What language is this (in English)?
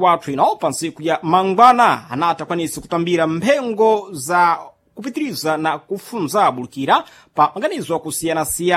Sena